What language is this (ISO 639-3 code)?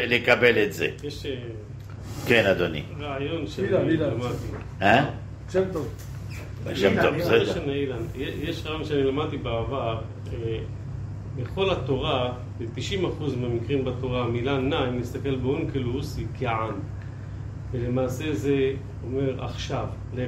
heb